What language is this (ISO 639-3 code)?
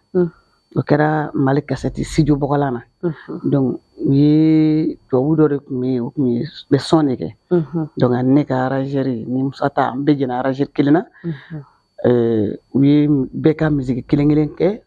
bam